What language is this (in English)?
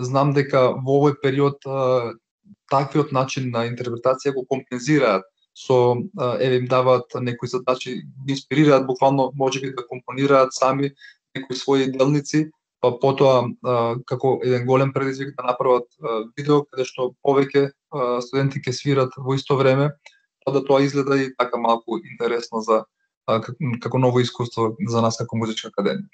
Macedonian